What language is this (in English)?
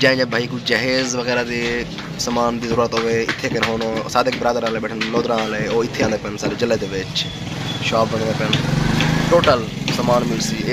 Saraiki